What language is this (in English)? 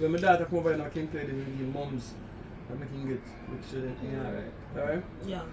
Jamaican Creole English